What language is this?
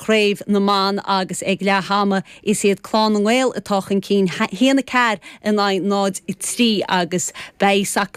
Irish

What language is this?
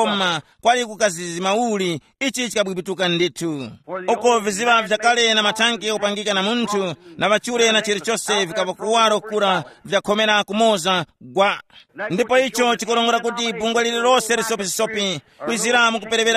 Tumbuka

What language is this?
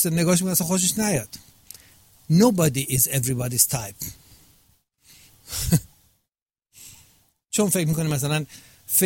Persian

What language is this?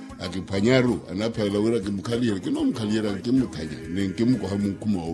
Makhuwa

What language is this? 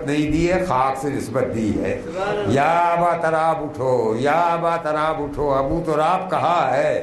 Urdu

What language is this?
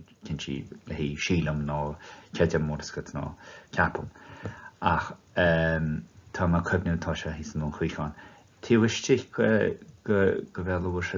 Irish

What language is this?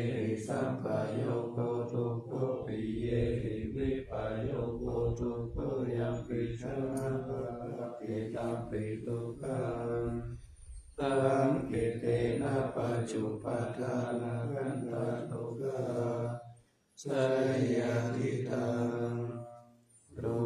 Pali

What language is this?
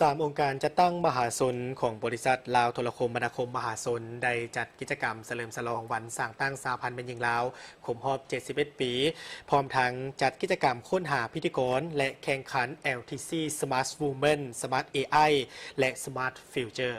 Lao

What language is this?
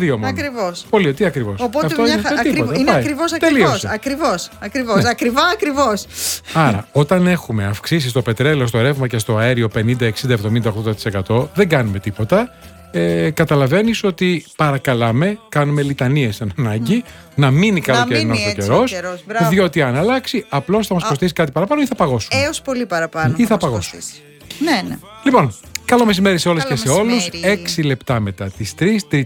Greek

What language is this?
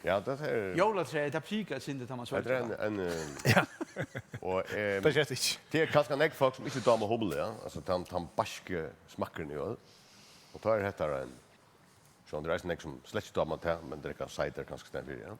Faroese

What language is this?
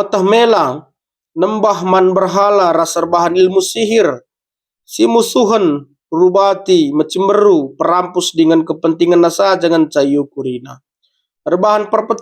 Batak Karo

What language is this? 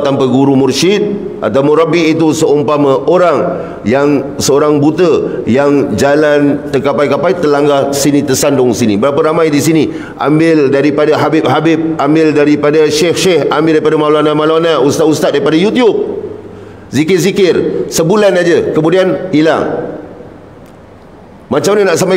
Malay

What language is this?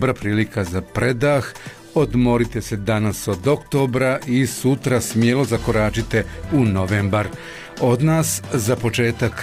Bosnian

